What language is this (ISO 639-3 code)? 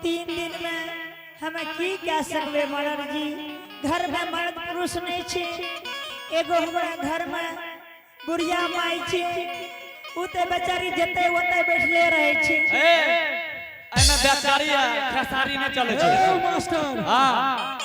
anp